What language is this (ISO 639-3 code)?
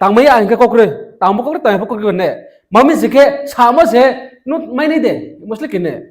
ria